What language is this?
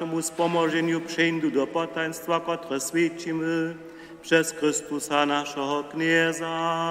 Upper Sorbian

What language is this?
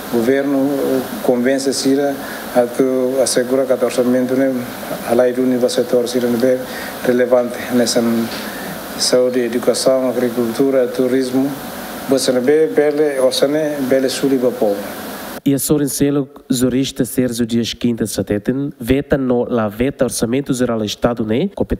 Tetum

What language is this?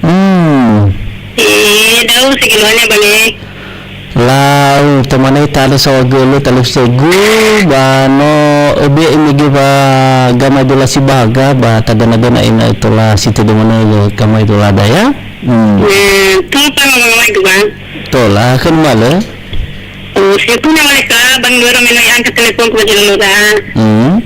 Nias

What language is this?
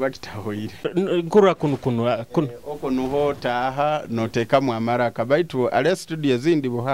Nyoro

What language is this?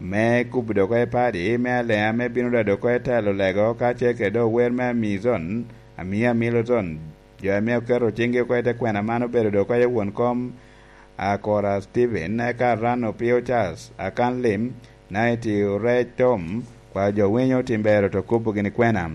Lango (Uganda)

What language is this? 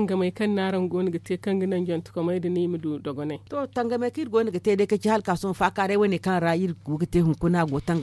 Zarma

